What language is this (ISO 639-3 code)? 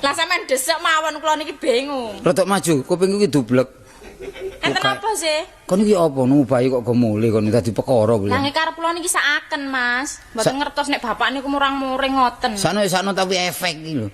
jav